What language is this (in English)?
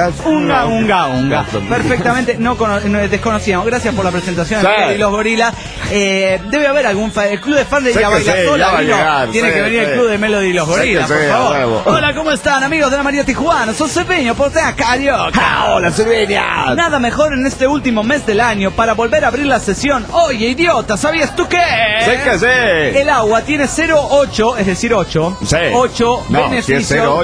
Spanish